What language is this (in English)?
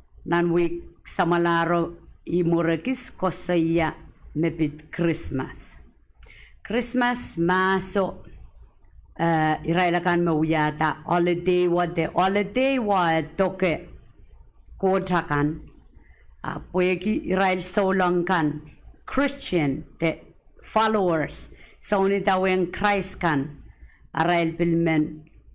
Pohnpeian